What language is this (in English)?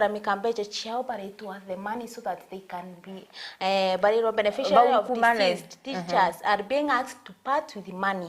Meru